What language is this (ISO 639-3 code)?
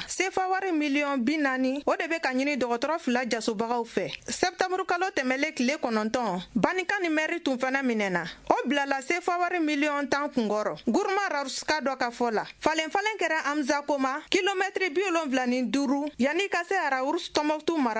bam